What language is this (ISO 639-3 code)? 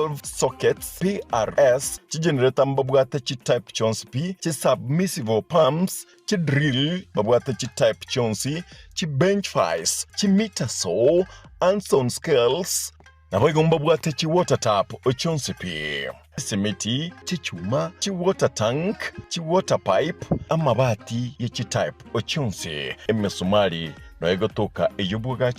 guz